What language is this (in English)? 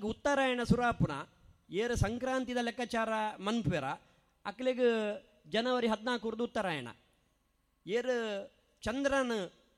Tulu